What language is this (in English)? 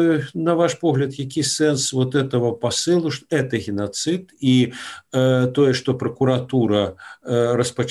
Belarusian